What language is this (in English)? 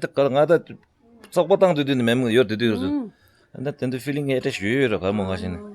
Tibetan